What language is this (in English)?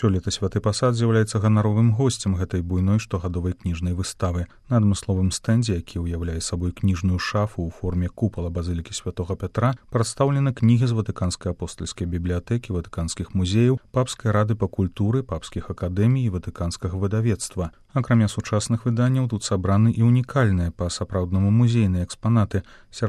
Belarusian